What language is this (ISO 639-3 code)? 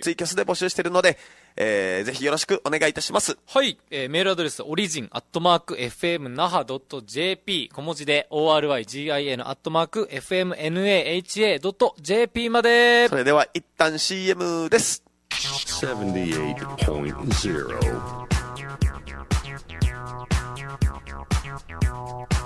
jpn